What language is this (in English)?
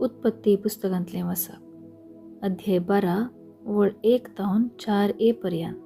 Konkani